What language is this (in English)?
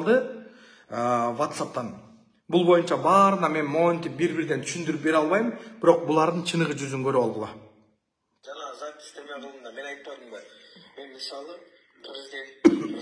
Kyrgyz